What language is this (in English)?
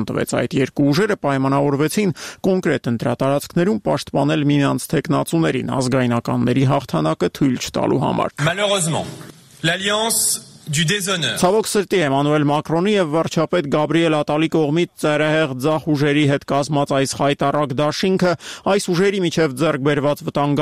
Armenian